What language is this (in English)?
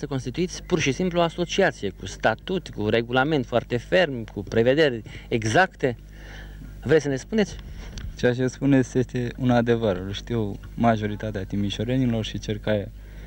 Romanian